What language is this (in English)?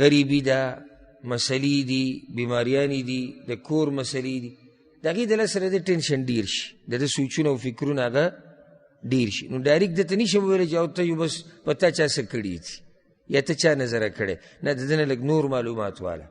Pashto